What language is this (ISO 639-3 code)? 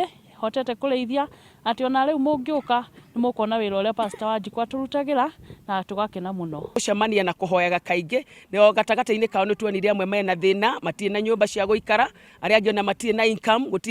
kik